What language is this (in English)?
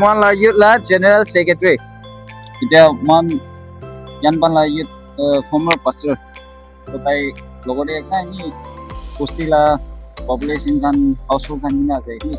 Naga Pidgin